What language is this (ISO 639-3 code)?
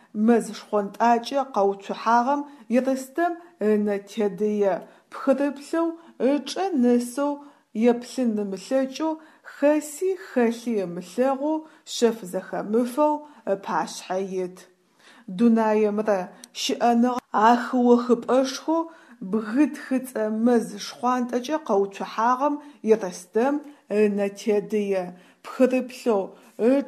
ady